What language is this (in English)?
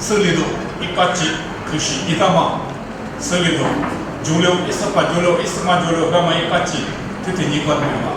Lisu